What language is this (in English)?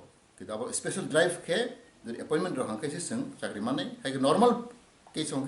Kok Borok